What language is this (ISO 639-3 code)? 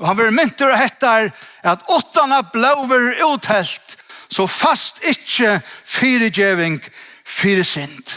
fao